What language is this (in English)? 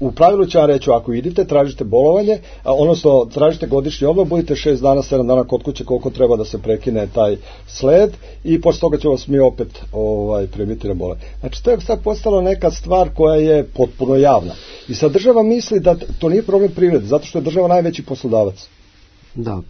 Serbian